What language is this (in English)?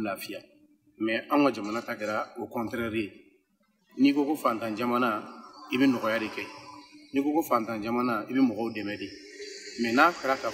Bambara